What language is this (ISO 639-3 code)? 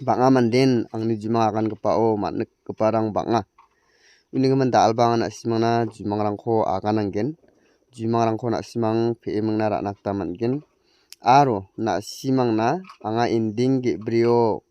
grt